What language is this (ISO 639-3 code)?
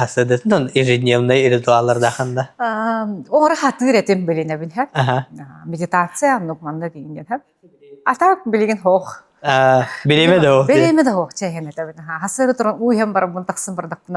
sah